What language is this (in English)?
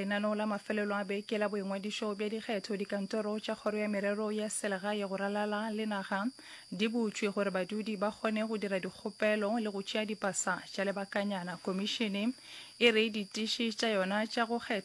Northern Sotho